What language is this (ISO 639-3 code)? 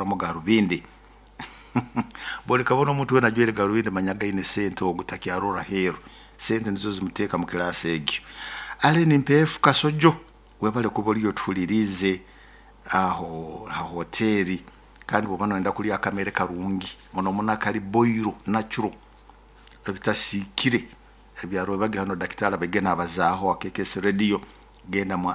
nyo